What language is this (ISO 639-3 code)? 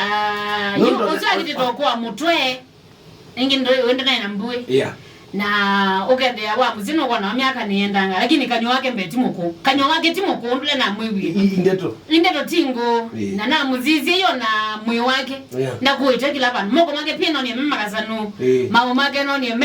kam